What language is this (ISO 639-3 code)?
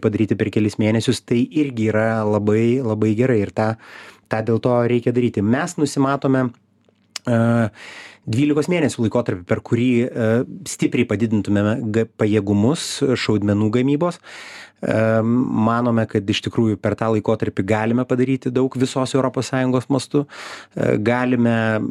lit